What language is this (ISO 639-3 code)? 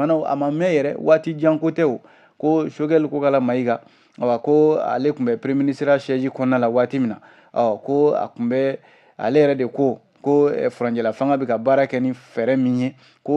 bam